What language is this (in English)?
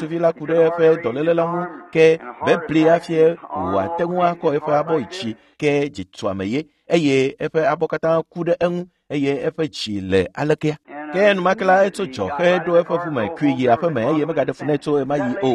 Ewe